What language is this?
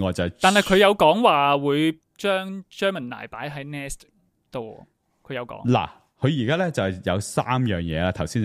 Cantonese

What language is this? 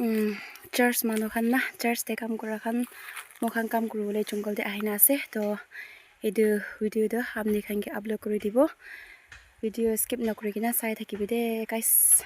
Naga Pidgin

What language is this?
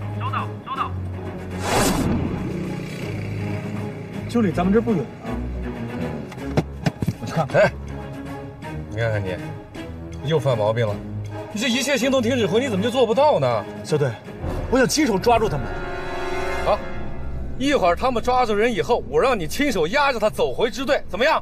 Chinese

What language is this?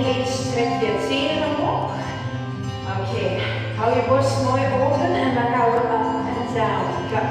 Dutch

